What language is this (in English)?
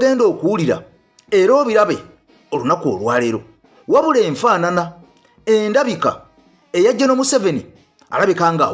Ganda